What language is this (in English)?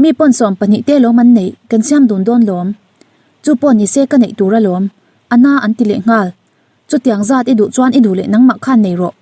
Mizo